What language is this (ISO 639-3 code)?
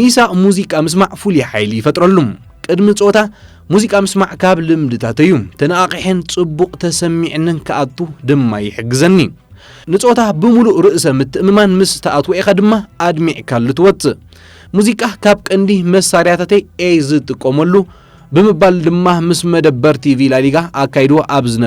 tir